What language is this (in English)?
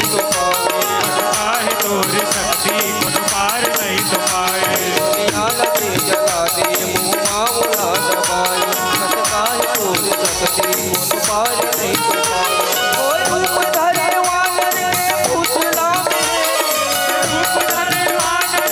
Chhattisgarhi